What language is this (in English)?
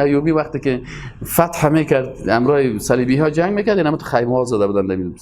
Persian